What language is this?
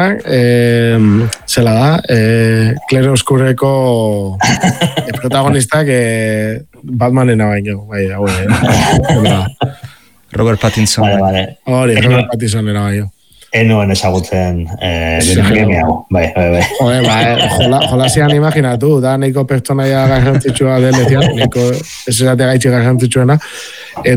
Basque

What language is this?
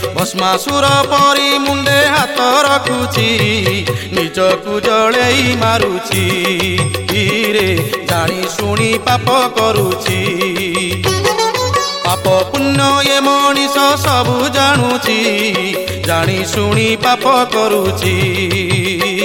Odia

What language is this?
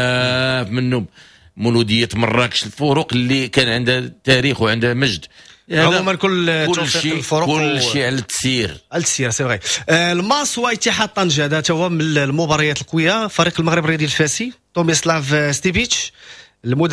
Moroccan Arabic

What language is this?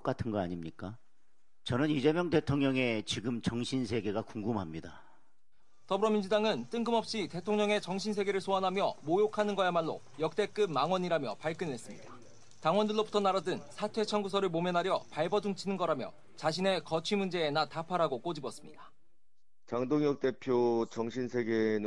Korean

